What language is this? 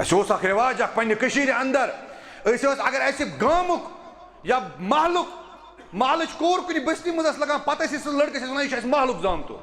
Kashmiri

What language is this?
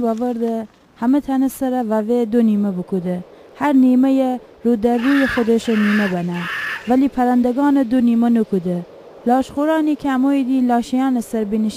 Gilaki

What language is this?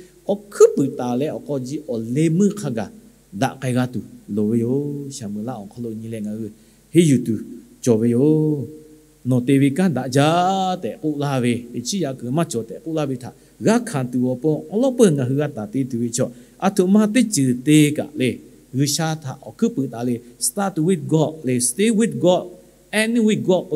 Lahu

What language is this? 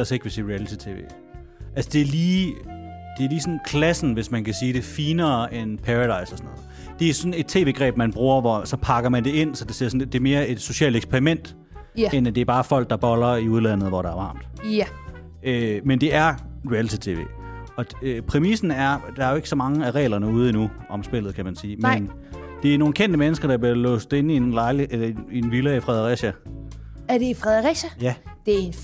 Danish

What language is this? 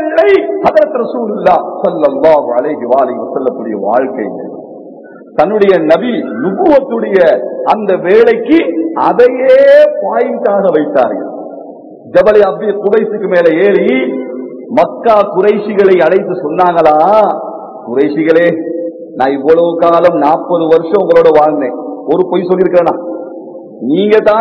Tamil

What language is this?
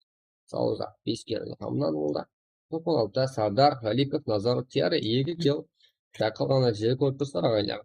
Kara-Kalpak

